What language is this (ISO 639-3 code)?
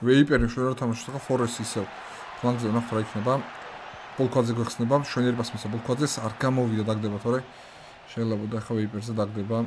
kat